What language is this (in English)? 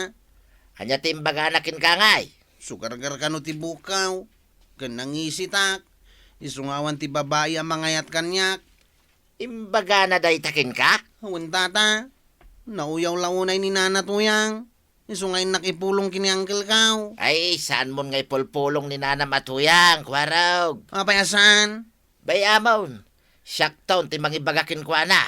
Iloko